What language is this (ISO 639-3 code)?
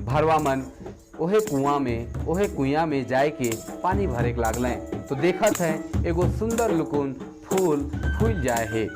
sck